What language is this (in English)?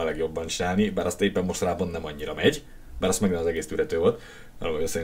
Hungarian